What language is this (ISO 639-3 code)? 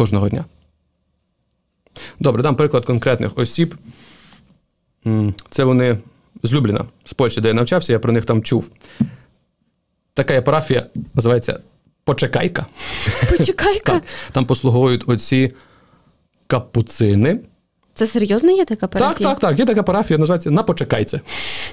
ukr